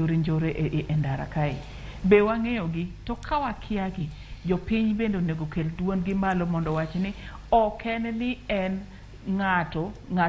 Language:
Luo (Kenya and Tanzania)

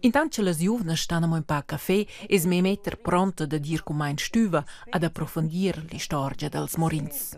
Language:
Romansh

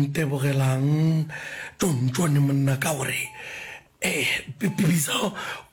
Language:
Northern Sotho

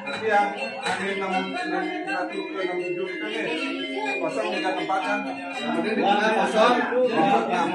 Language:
Balinese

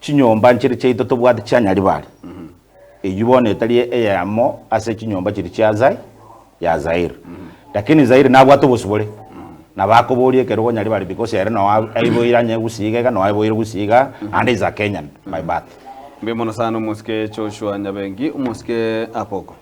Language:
Gusii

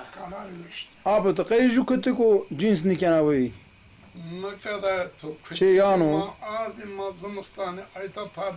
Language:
Zaza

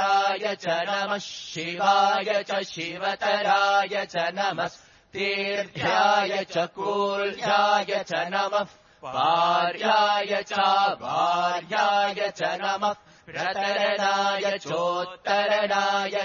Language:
Sanskrit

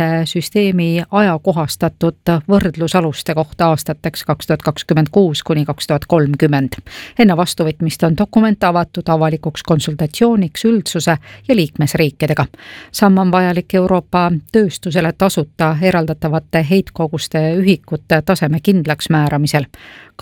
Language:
Estonian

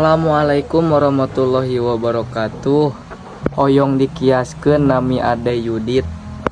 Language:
Sundanese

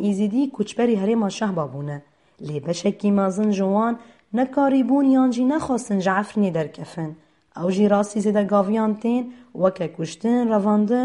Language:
Kurdish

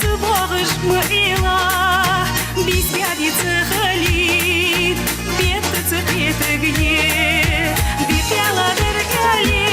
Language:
Ingush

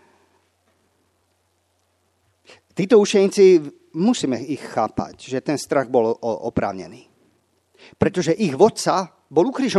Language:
Slovak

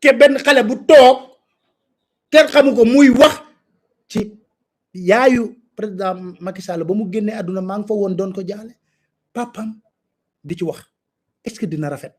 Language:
Wolof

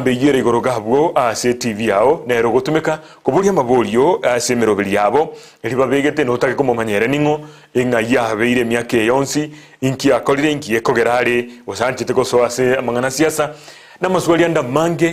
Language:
Gusii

